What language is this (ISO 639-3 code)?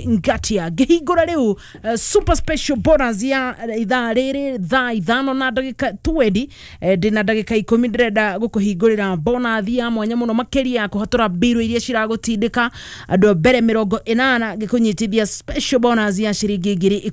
kik